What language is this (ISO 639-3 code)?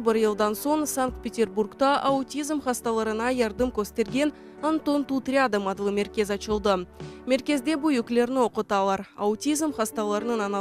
crh